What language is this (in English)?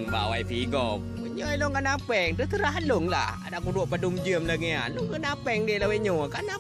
Achinese